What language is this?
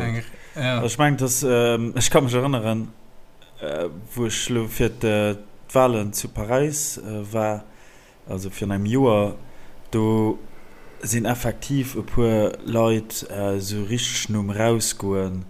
Luxembourgish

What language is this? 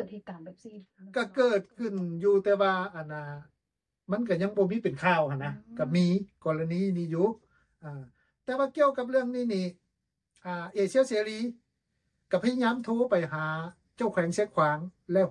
Lao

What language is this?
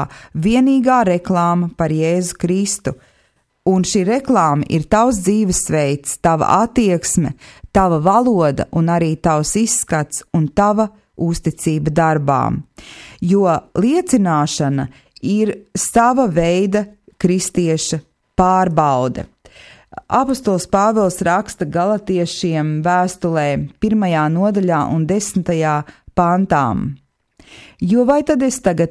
Latvian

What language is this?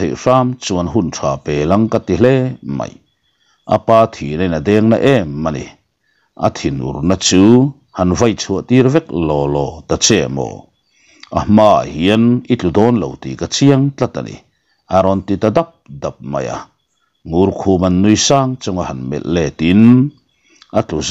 Mizo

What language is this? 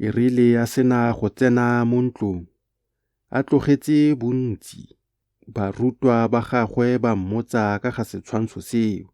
Tswana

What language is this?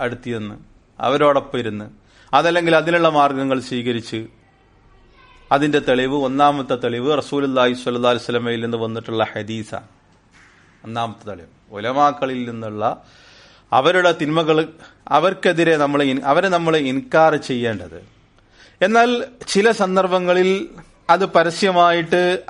Malayalam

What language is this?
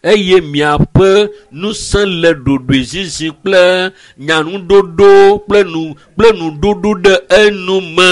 Ewe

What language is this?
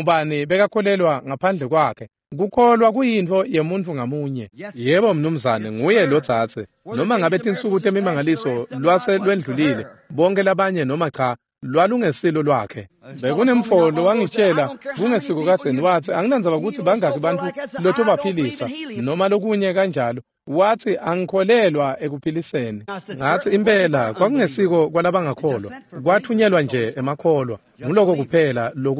Swati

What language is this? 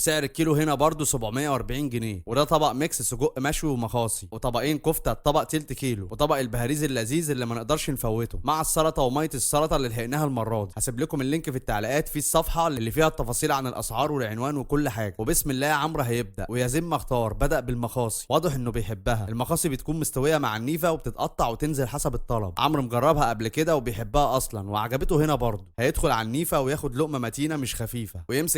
Egyptian Arabic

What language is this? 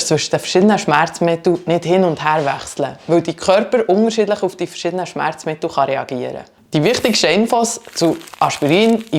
Swiss German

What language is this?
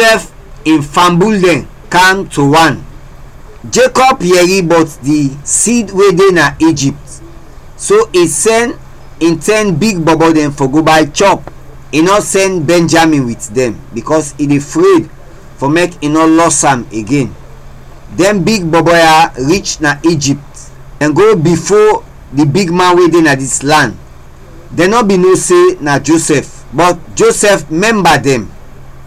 Krio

